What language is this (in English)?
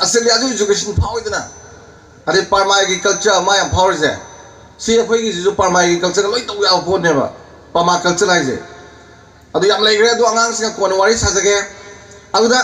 Manipuri